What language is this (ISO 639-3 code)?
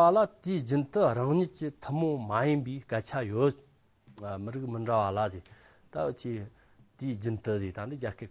adx